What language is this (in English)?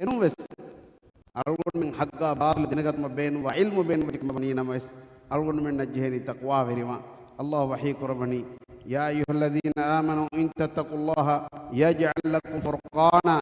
Divehi